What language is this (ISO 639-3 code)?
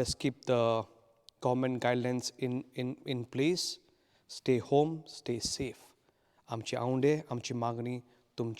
kok